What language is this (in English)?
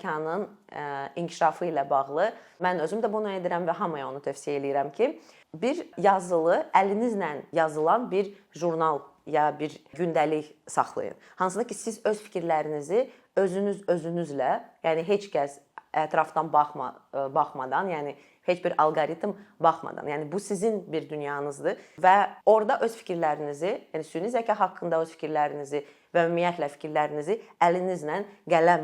Azerbaijani